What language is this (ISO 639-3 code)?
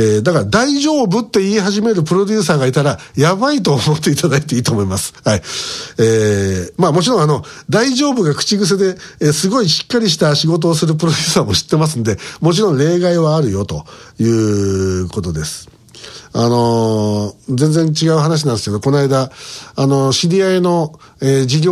jpn